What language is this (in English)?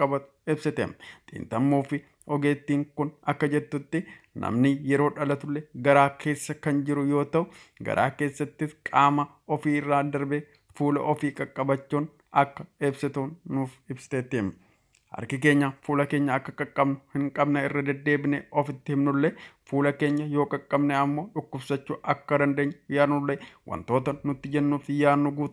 Oromo